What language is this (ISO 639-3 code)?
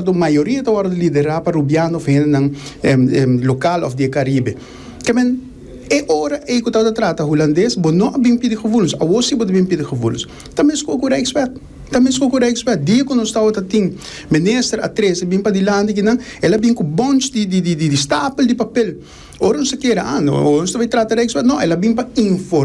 pap